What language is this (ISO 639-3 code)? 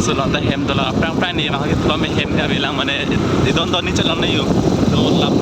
mjw